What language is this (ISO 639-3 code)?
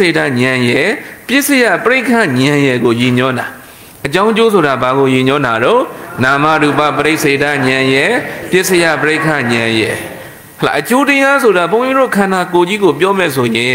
mya